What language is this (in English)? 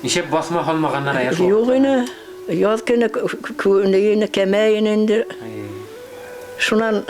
Bashkir